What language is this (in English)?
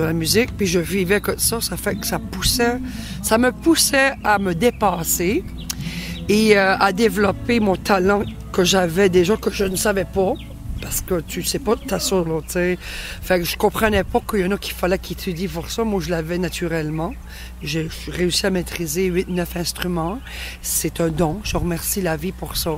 French